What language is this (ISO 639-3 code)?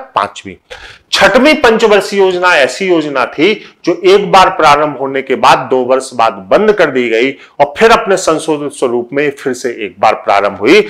hin